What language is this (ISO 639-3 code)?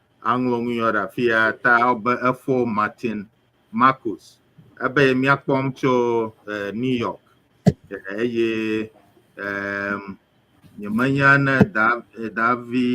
ewe